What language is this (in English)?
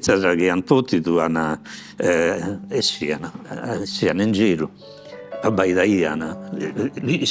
Sardinian